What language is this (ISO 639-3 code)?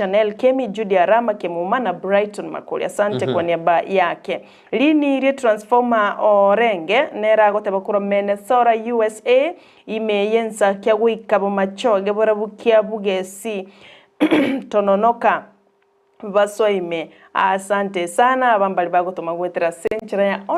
guz